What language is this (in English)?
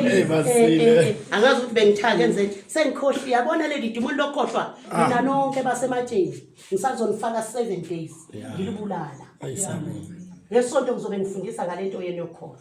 Zulu